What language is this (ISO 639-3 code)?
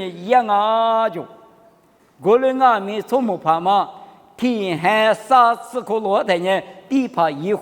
lis